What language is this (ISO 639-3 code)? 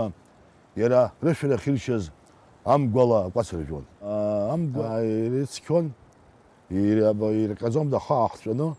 abk